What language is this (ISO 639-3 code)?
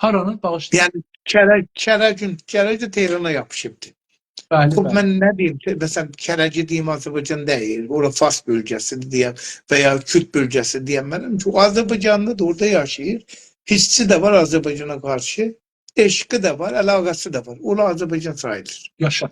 azb